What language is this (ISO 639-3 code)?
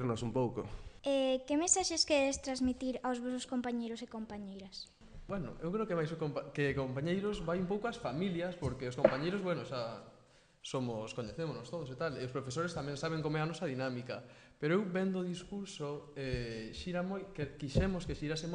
glg